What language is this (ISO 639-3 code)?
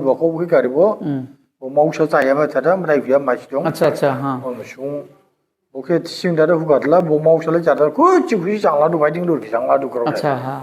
dis